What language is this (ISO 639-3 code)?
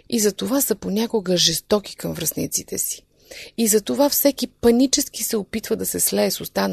bul